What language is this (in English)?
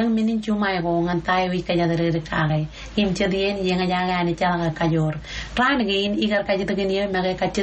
Marshallese